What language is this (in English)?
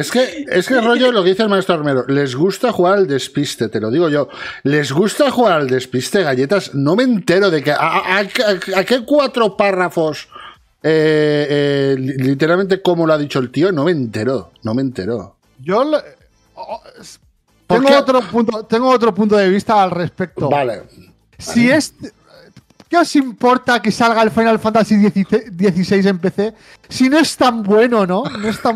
Spanish